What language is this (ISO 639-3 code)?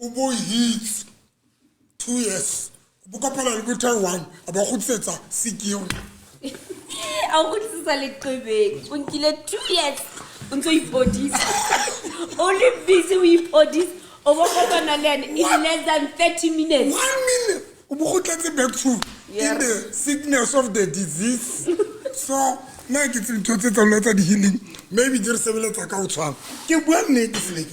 sot